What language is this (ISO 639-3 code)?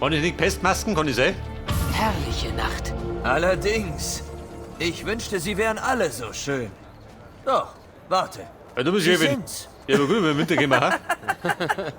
bar